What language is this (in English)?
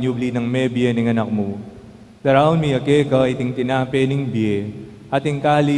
Pampanga